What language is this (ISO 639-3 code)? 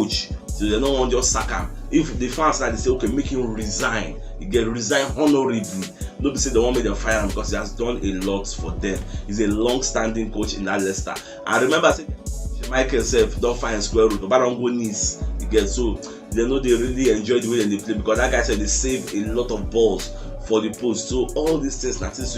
pcm